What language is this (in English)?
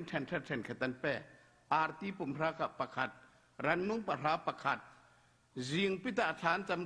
Falam Chin